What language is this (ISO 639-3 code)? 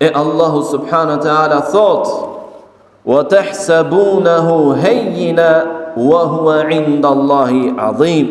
sqi